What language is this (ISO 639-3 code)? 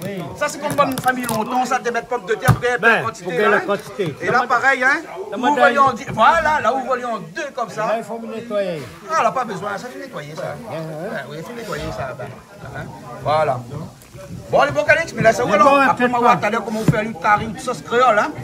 rcf